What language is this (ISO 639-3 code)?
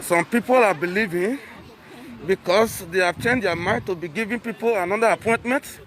pcm